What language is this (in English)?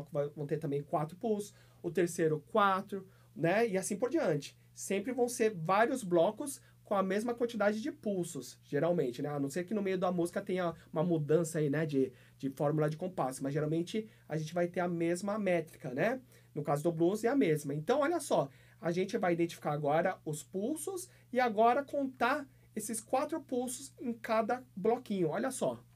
Portuguese